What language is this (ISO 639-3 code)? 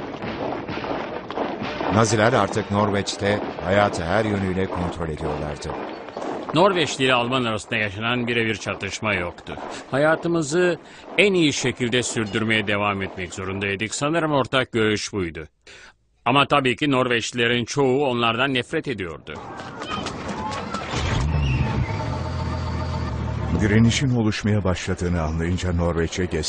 tur